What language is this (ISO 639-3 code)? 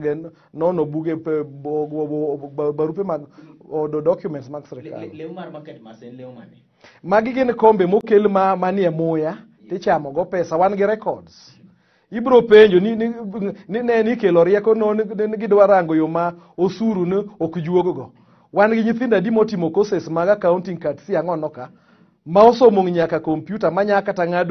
luo